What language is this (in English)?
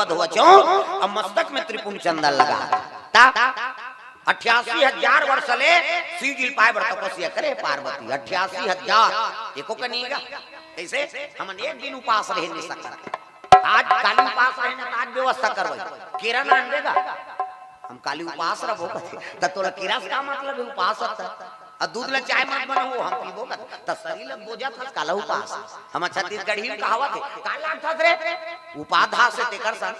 Chhattisgarhi